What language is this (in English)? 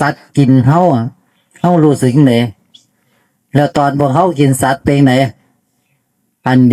Northeastern Thai